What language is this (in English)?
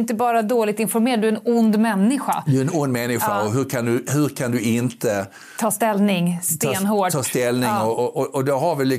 Swedish